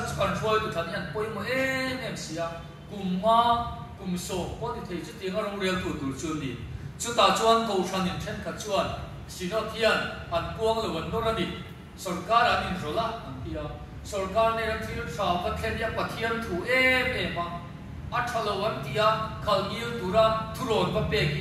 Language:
Mizo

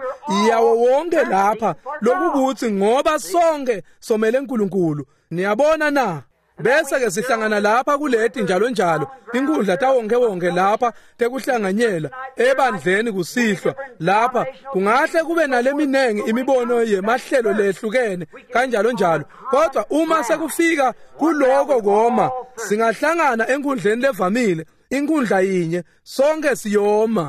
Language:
Swati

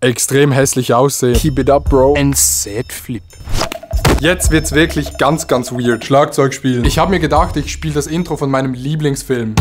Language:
Swiss German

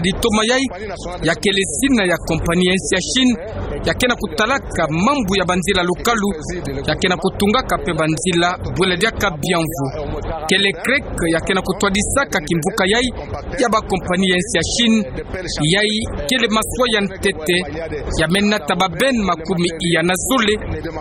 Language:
Kituba (Democratic Republic of Congo)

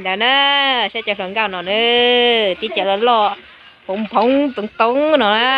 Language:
Hmong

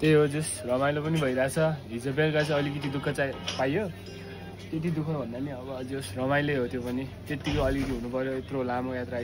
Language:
Nepali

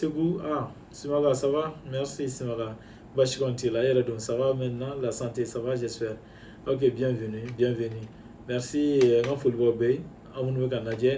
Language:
Bambara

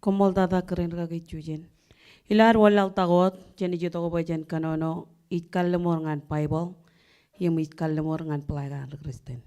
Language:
Marshallese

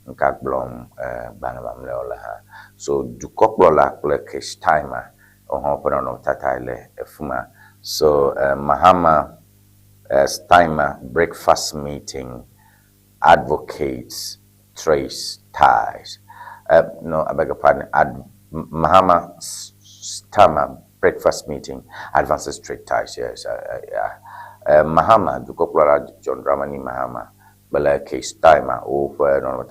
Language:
Ewe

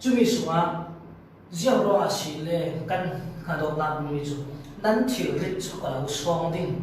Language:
Falam Chin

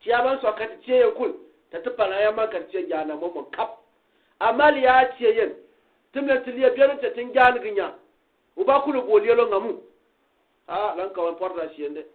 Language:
Gourmanchéma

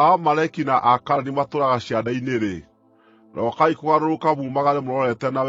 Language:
Kikuyu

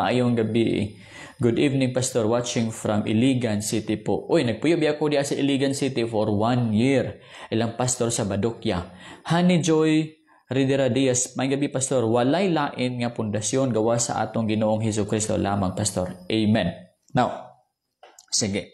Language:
Cebuano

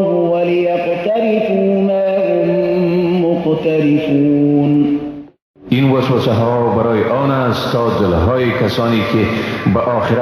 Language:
Persian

